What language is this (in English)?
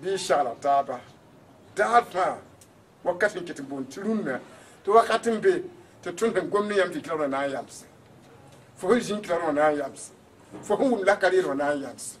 Mossi